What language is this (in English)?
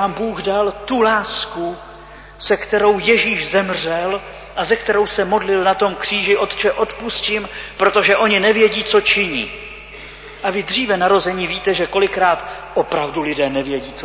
Czech